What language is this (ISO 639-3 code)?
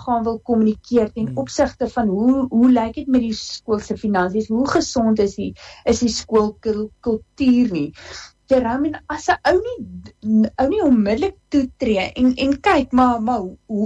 afr